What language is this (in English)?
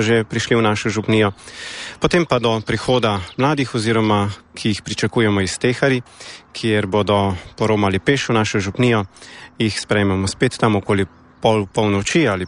Slovenian